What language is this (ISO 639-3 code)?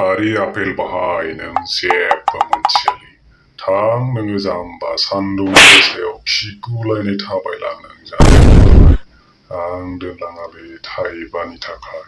brx